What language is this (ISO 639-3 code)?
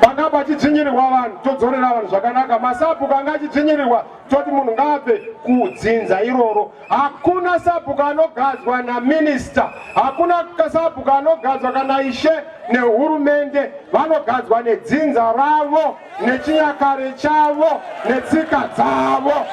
sna